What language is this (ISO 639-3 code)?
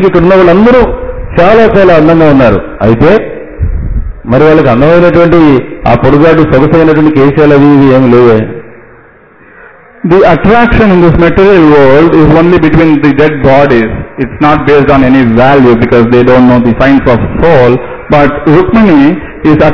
tel